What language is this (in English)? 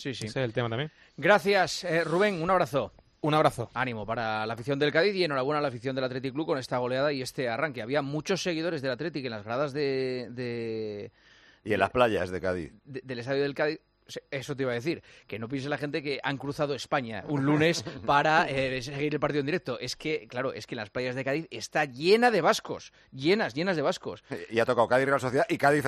Spanish